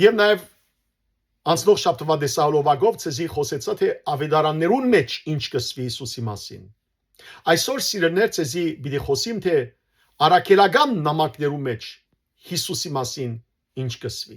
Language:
Western Armenian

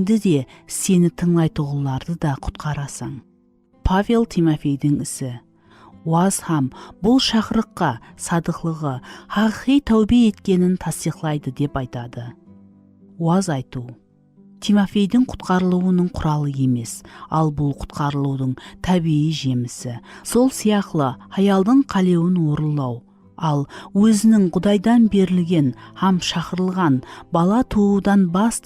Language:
Kara-Kalpak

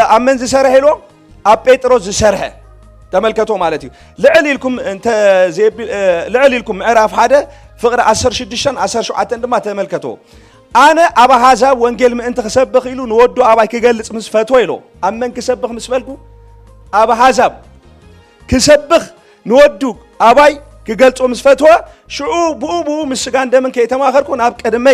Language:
Tigrinya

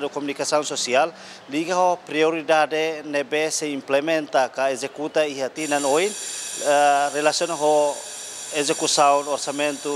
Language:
Tetum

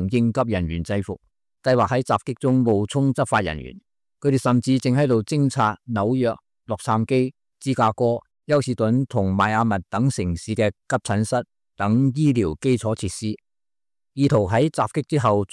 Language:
Cantonese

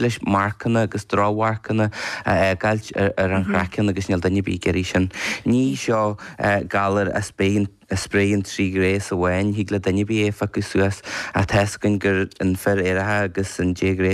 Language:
Irish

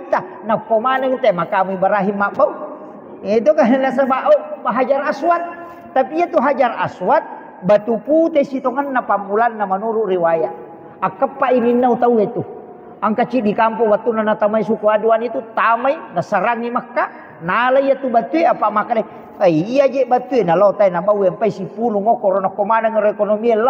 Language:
Buginese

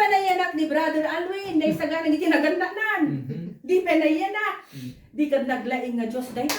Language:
Iloko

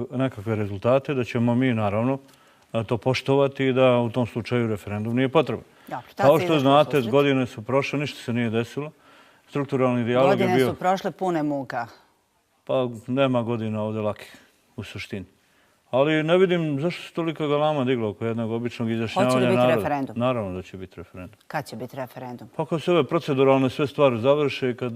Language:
Bosnian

